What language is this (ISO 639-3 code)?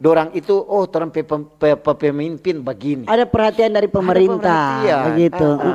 xmm